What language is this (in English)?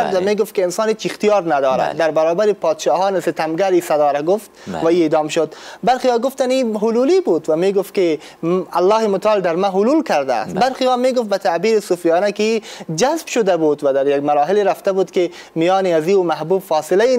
Persian